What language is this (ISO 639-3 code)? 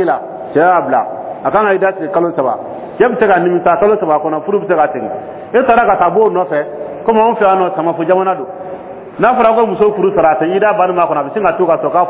dyu